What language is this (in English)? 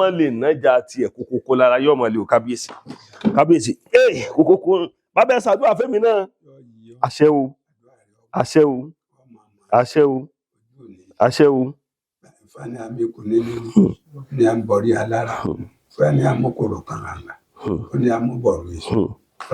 Yoruba